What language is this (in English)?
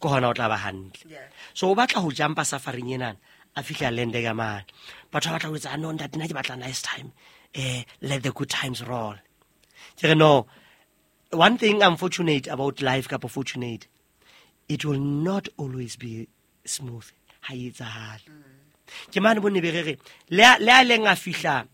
Southern Sotho